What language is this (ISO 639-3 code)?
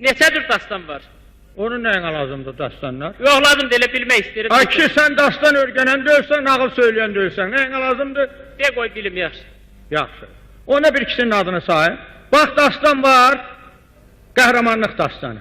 azb